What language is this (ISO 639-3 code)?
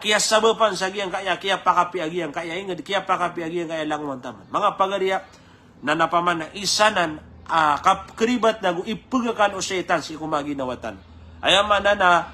mrw